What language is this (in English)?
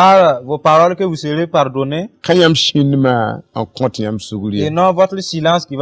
Mossi